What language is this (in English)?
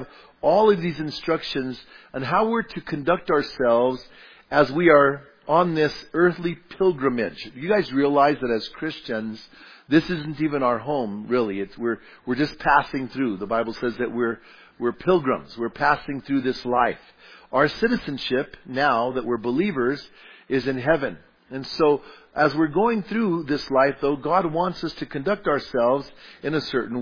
English